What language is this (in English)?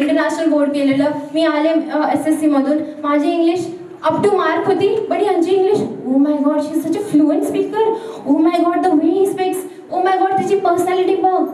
Marathi